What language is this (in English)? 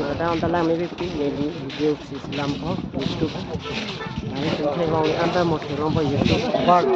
Karbi